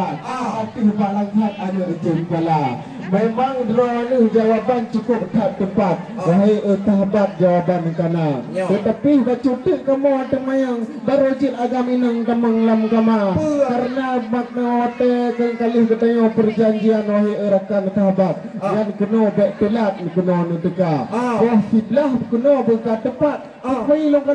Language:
Achinese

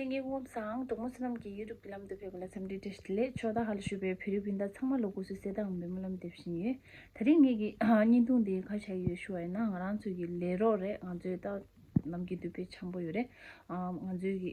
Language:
Tibetan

